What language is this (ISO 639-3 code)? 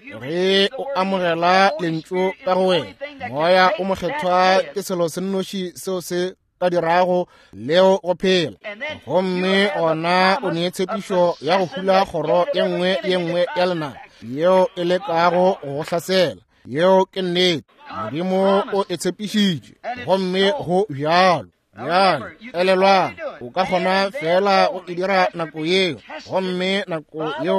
nso